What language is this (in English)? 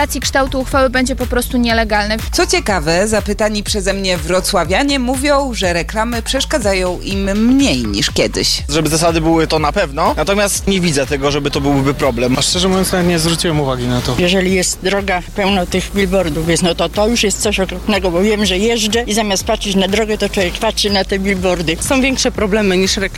Polish